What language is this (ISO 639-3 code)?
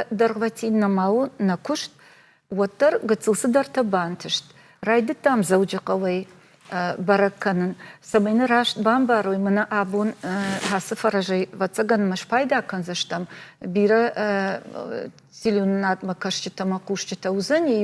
oss